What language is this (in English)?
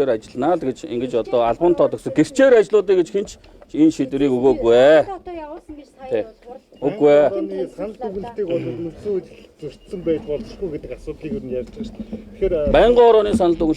Mongolian